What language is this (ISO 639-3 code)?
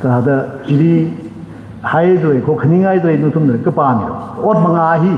nmf